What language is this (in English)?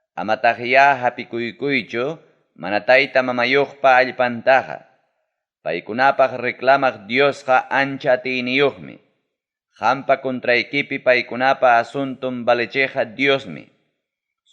Ayacucho Quechua